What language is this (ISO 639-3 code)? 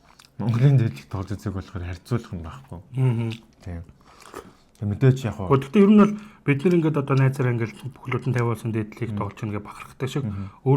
mon